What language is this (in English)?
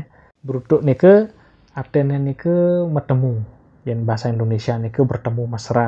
Balinese